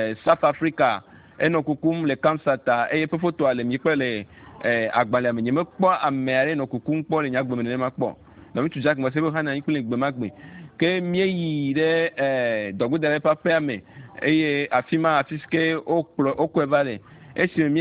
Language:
Ewe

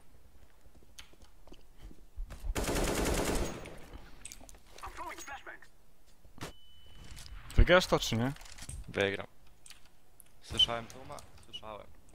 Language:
Polish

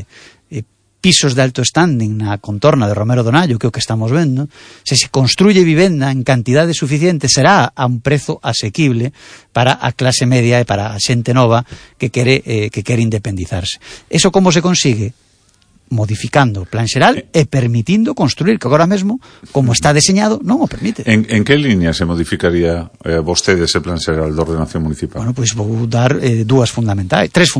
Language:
Galician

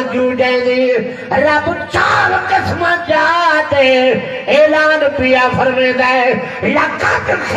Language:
Saraiki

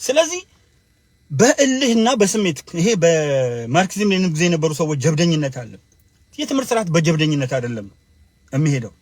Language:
Amharic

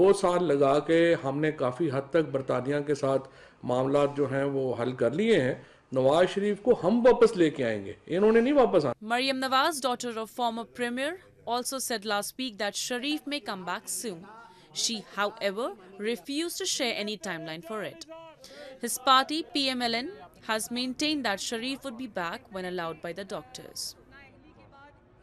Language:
English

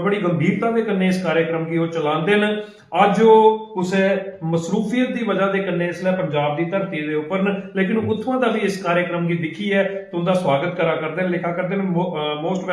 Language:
Dogri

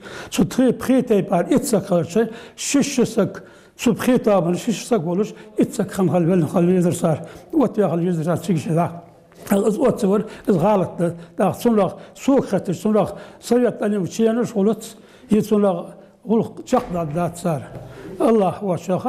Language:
Ingush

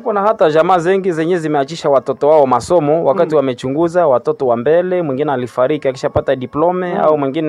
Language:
Swahili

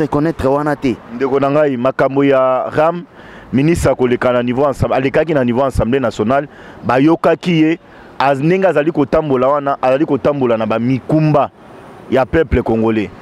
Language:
Lingala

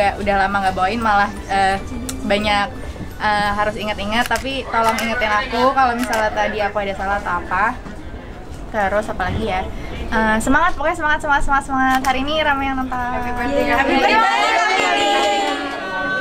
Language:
Indonesian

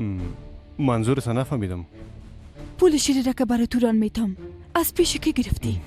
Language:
Persian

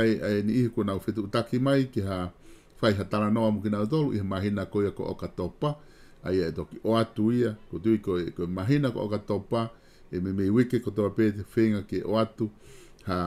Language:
Tongan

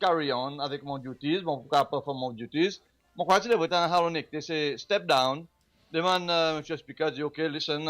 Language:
Seselwa Creole French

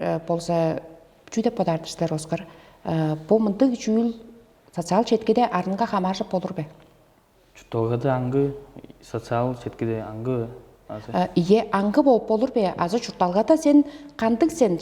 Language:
Tuvinian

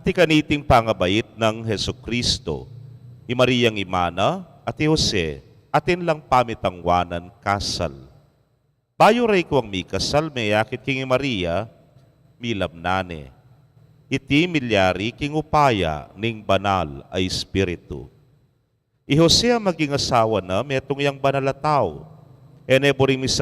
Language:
Pampanga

